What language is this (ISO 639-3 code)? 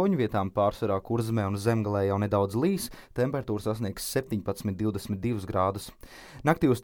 lav